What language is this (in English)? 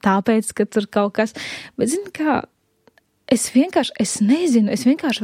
Latvian